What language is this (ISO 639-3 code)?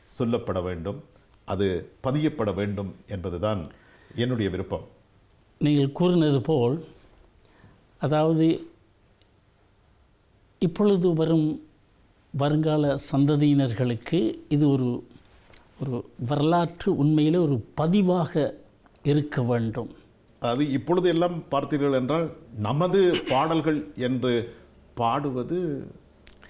tam